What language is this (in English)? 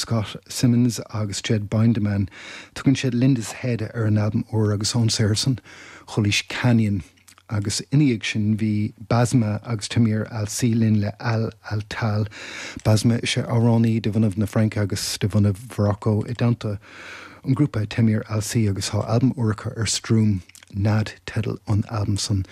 Irish